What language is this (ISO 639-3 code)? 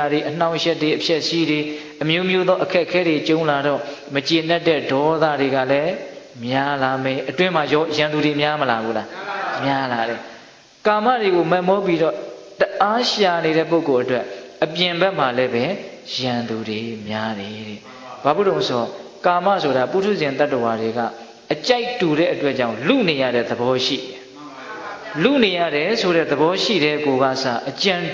mya